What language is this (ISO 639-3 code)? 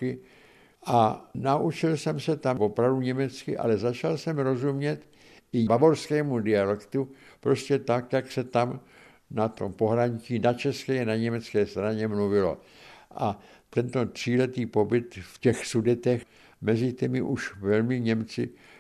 ces